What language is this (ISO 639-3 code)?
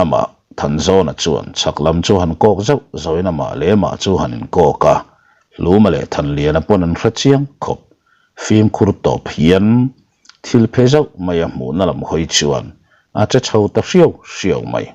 lus